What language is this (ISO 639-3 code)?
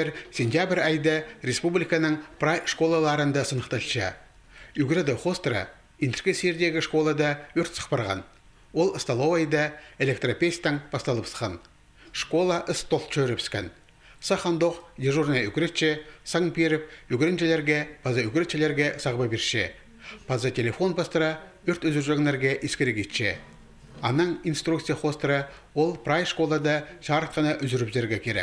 kjh